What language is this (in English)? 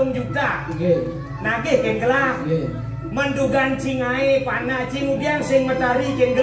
Balinese